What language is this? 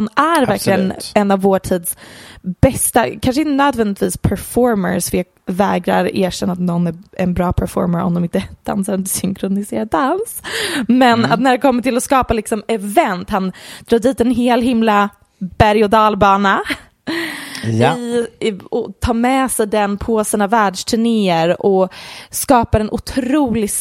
Swedish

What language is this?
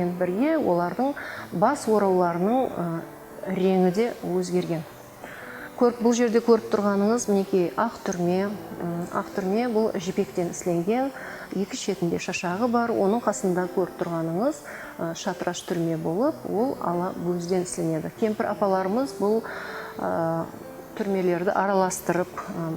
Kara-Kalpak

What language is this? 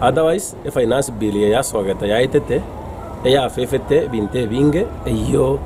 Gusii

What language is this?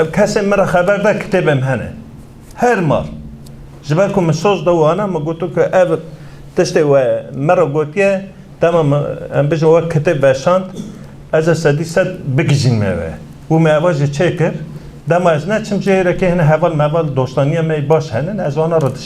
Kurdish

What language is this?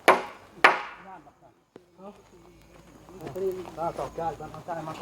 Northeastern Thai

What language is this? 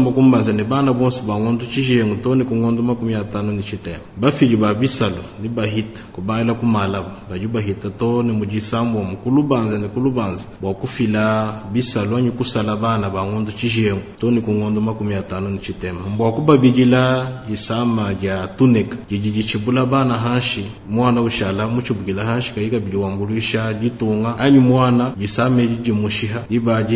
Luba-Lulua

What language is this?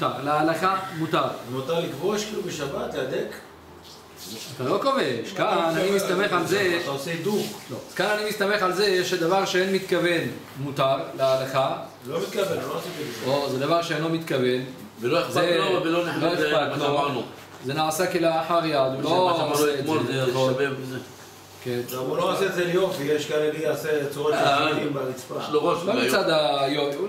Hebrew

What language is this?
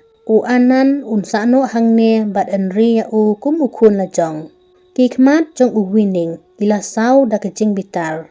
Khasi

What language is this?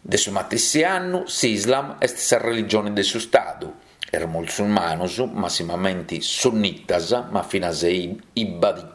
Sardinian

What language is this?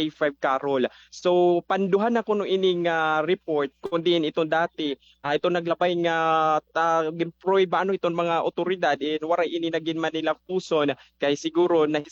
Waray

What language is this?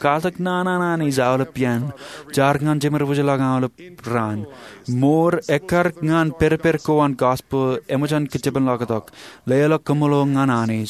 Marshallese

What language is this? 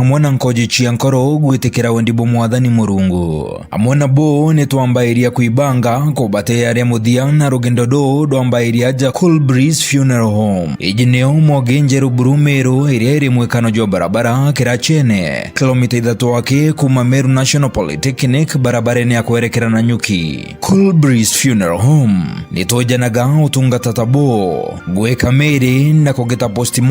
Meru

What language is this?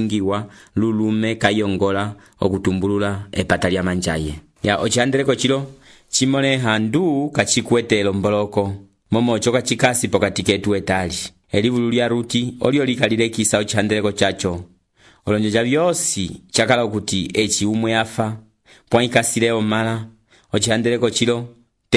Umbundu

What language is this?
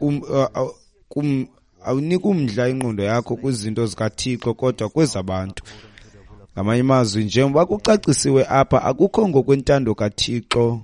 Xhosa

